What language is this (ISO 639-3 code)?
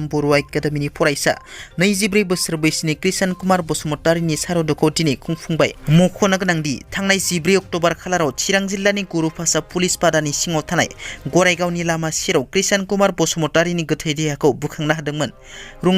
brx